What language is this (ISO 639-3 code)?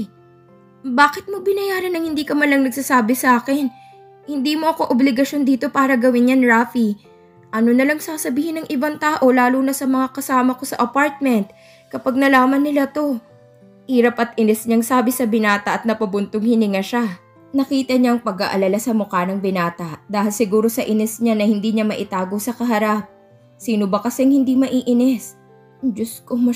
fil